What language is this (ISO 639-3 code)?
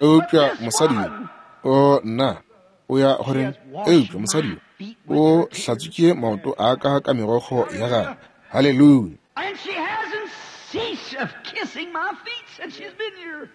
nso